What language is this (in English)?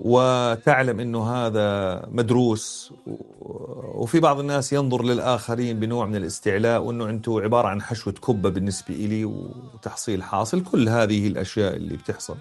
North Levantine Arabic